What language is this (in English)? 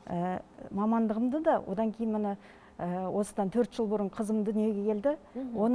Kazakh